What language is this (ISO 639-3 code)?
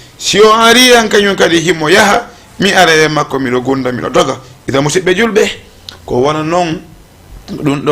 ful